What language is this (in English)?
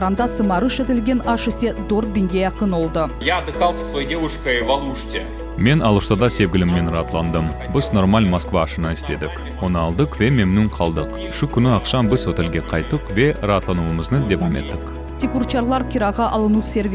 Crimean Tatar